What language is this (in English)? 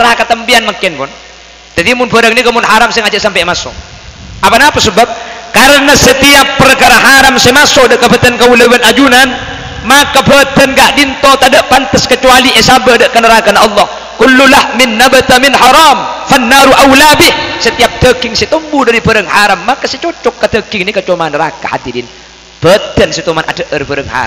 Madurese